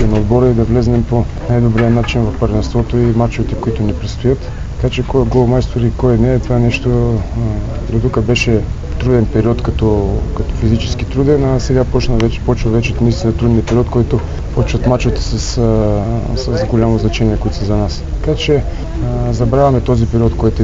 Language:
Bulgarian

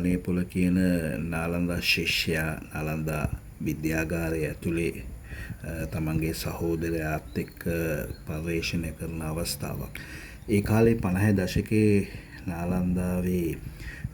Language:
Sinhala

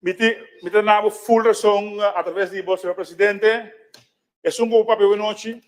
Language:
Papiamento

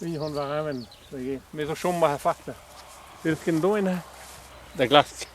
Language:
Breton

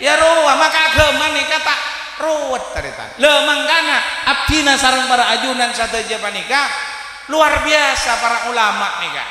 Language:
Madurese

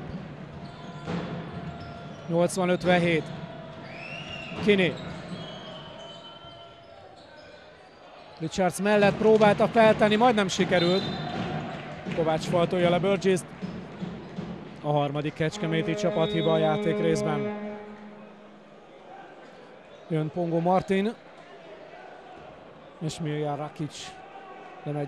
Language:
Hungarian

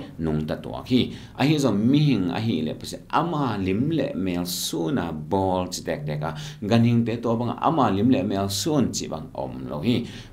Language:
Tedim Chin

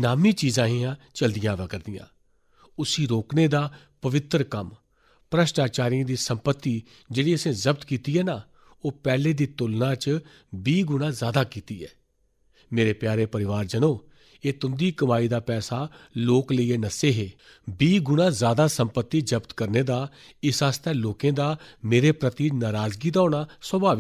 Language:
Dogri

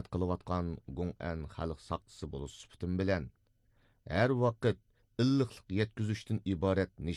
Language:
Uyghur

